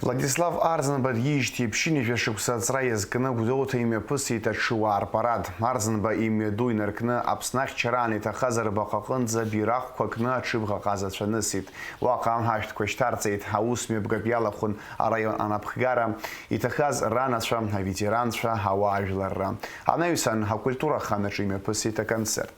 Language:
Abkhazian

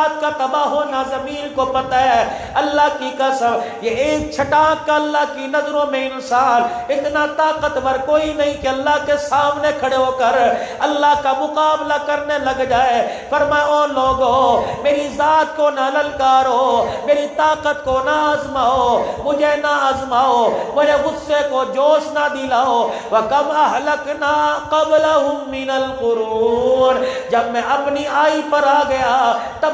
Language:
Urdu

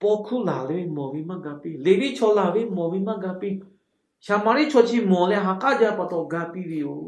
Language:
Lahu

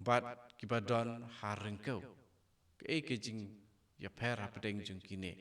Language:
Khasi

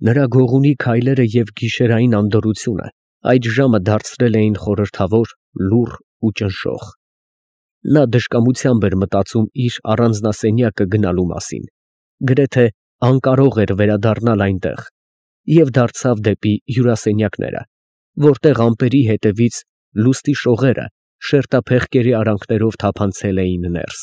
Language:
Armenian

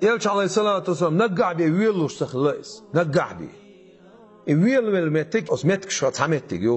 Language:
Chechen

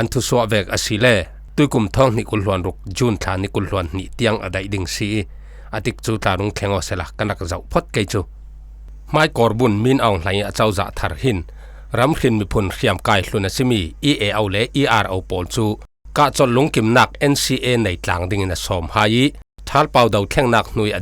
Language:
Falam Chin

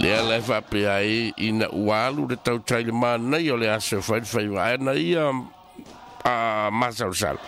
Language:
Samoan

